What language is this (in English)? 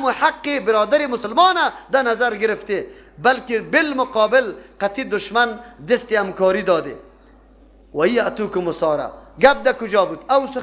Persian